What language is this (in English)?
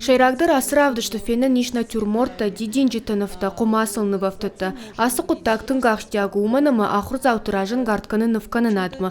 Ossetic